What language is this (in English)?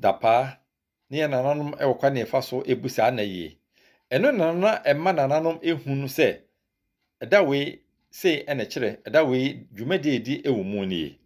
Akan